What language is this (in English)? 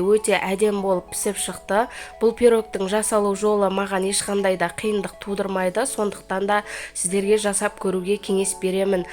Kazakh